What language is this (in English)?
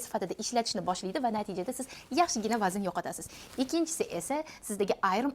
Uzbek